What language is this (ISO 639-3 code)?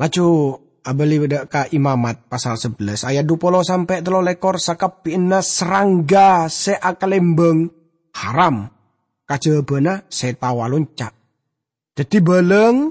mad